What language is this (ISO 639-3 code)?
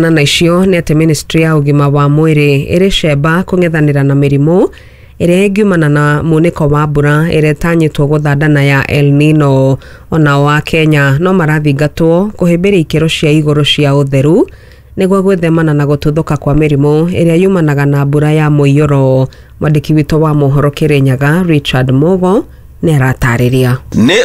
kik